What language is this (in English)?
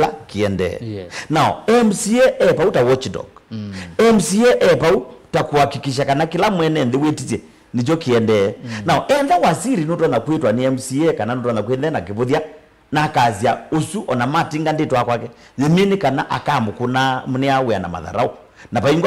Kamba